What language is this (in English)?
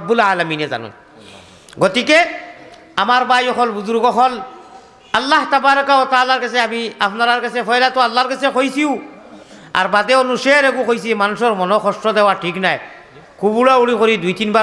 Sylheti